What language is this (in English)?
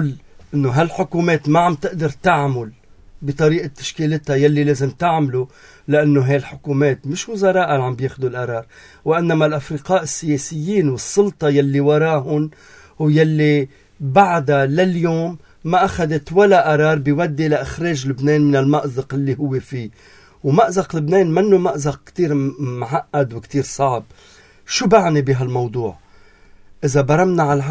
North Levantine Arabic